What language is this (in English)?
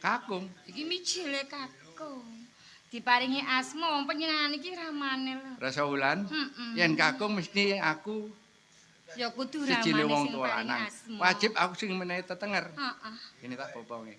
Javanese